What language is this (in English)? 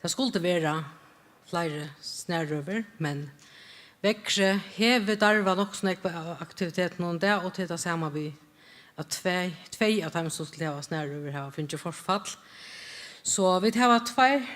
Faroese